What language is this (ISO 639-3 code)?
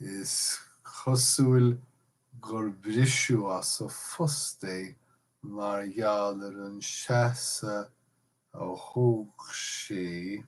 gle